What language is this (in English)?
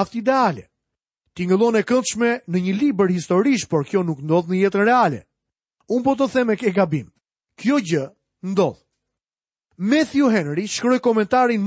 Albanian